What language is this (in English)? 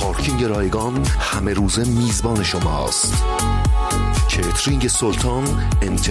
Persian